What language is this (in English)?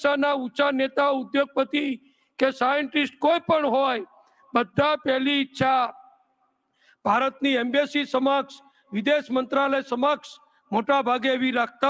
Gujarati